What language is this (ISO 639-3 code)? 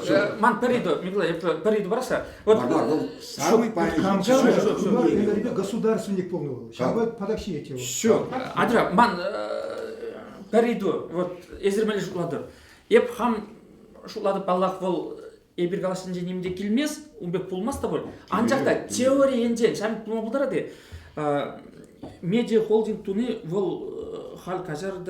chv